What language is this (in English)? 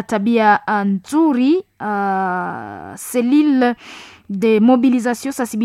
Swahili